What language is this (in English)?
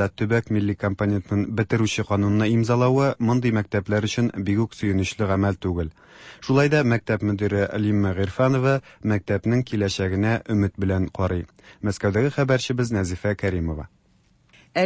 Tatar